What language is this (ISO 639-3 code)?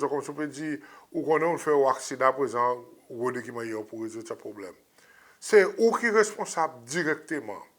crs